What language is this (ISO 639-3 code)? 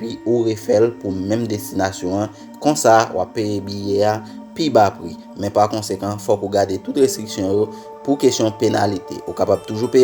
hat